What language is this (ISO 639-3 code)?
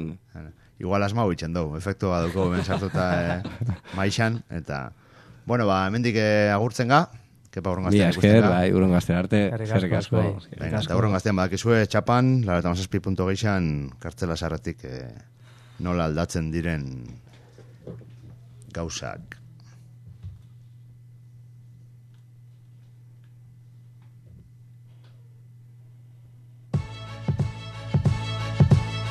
eus